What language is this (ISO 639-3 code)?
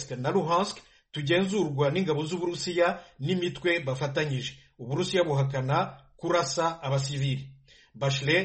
kin